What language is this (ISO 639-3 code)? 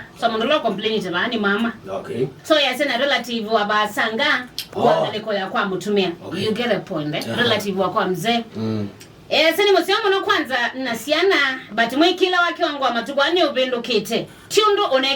kam